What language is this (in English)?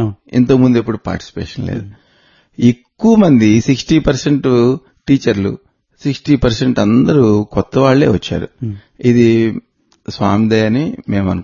Telugu